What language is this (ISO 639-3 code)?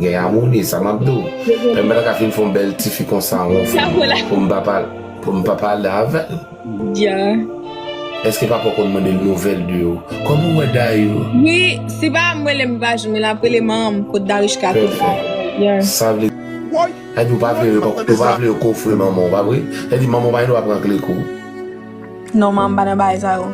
hat